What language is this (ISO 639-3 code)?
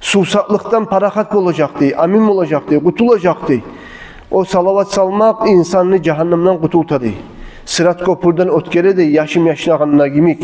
kum